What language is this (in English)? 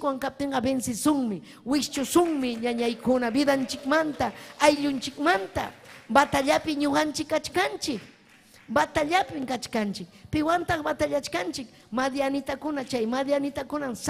Ayacucho Quechua